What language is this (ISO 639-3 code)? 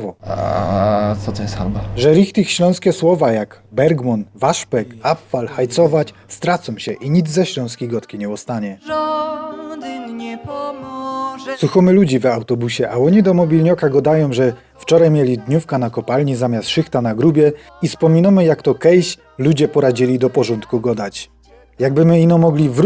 szl